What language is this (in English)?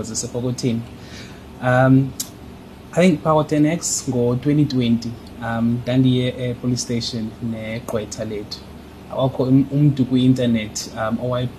Xhosa